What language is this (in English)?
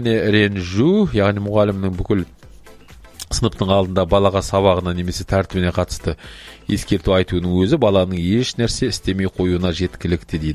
Kazakh